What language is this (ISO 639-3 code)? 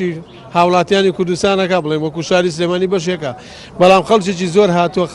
ckb